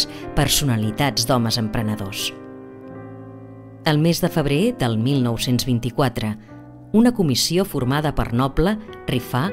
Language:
Catalan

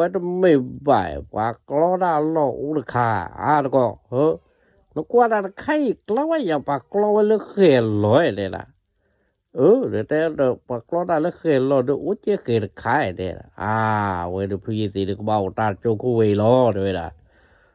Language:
S'gaw Karen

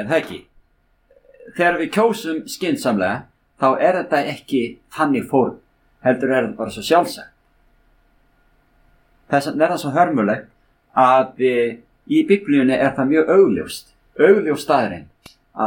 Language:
Icelandic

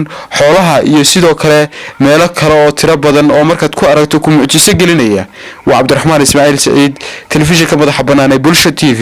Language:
Somali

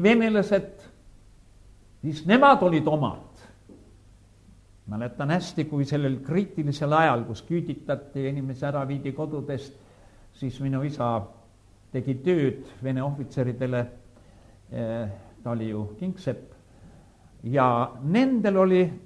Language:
Estonian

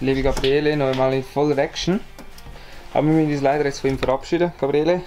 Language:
Swiss German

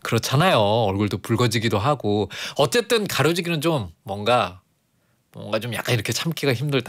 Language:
Korean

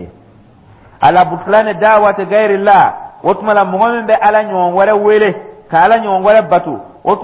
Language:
Dyula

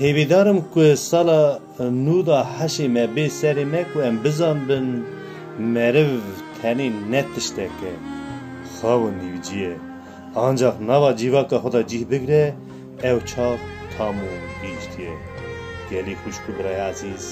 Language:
Kurdish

